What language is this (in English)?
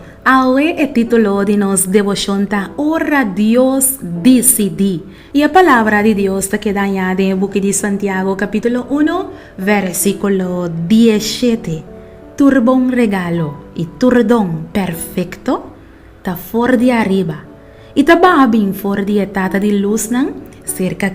Papiamento